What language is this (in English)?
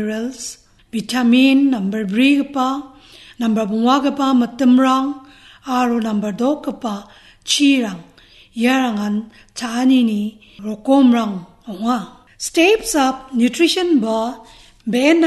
Garo